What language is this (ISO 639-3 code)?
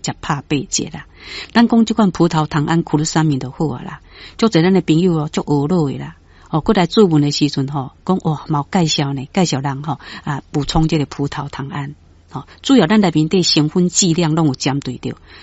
nan